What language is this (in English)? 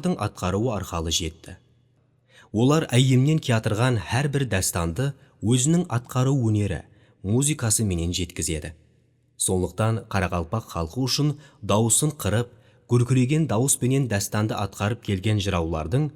Kara-Kalpak